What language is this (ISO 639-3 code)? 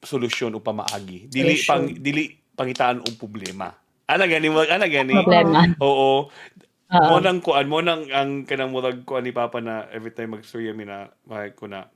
ceb